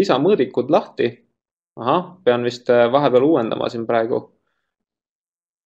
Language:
Estonian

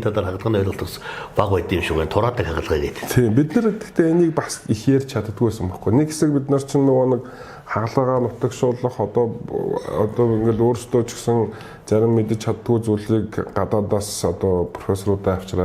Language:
Mongolian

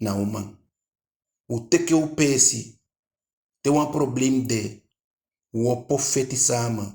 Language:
Eastern Maroon Creole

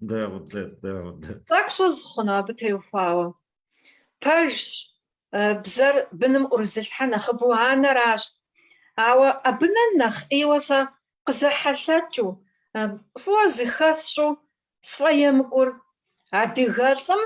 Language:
Kabardian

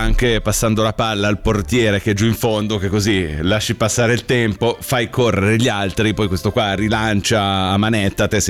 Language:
Italian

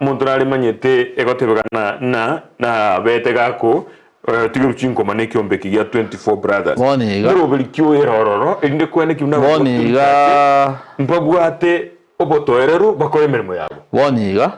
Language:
Gusii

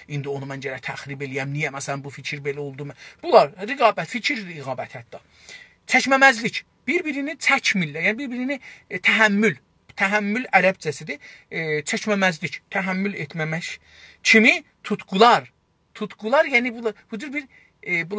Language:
South Azerbaijani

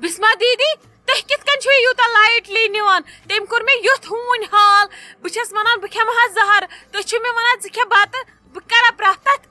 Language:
Kashmiri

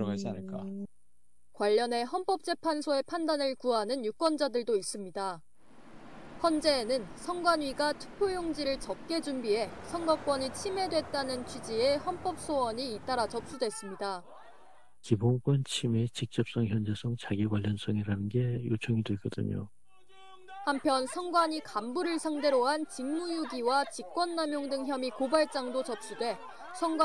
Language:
Korean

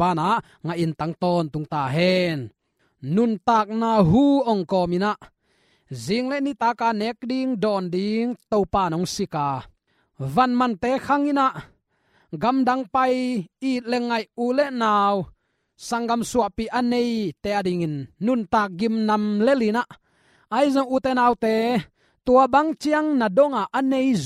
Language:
Tedim Chin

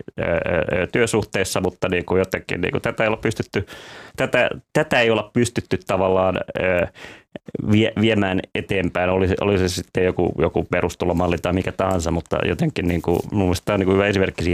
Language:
Finnish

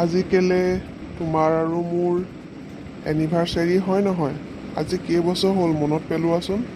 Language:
Assamese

